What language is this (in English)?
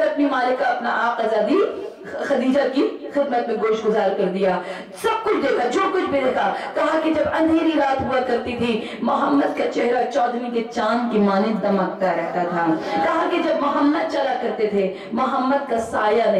Urdu